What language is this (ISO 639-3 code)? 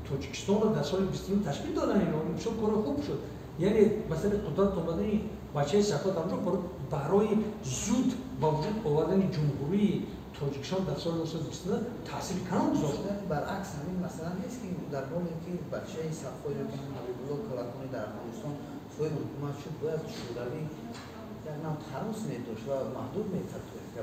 tgk